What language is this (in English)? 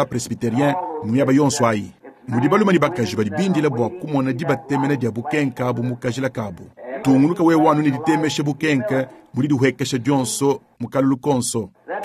Luba-Lulua